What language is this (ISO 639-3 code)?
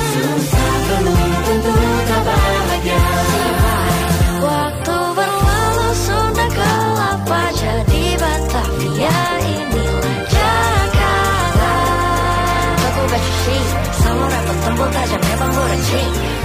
ind